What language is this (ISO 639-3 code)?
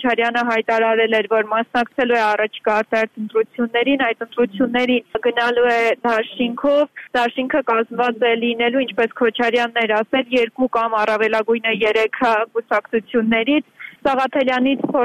hye